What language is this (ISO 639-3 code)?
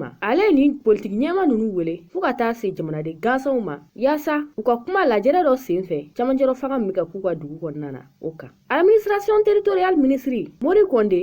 bam